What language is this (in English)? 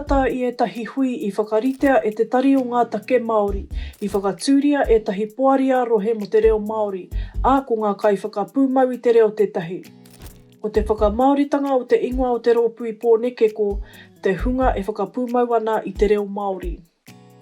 Māori